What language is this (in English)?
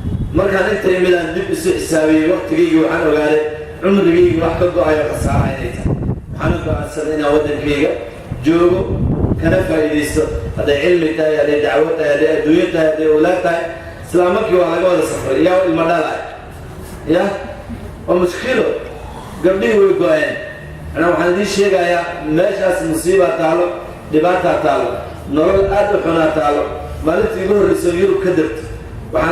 Somali